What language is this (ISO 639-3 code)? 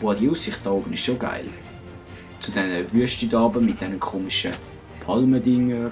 gsw